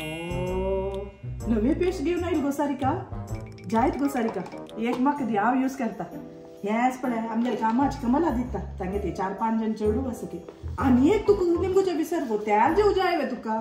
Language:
Konkani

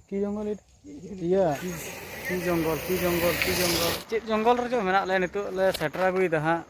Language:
Santali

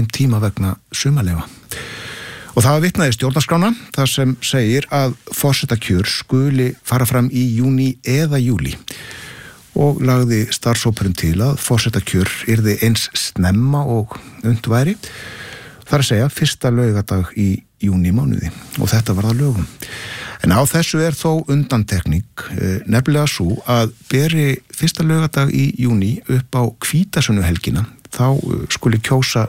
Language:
Icelandic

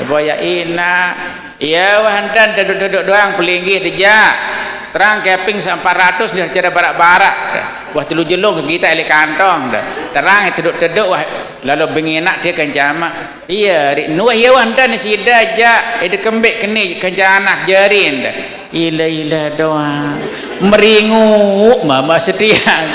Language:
Sasak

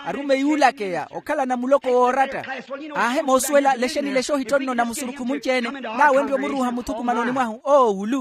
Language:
Makhuwa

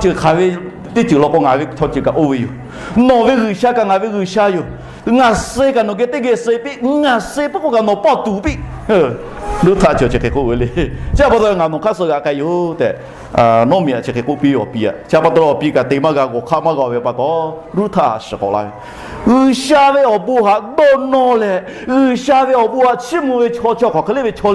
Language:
Lahu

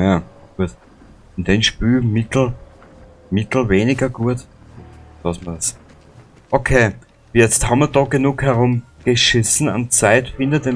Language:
Bavarian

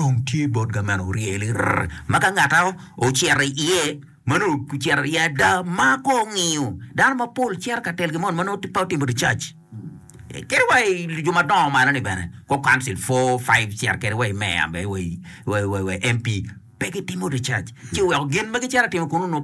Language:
Acoli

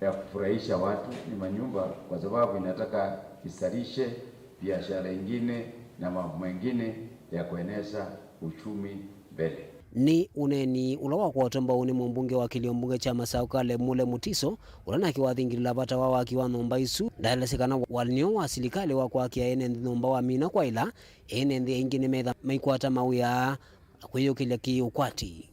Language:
Kamba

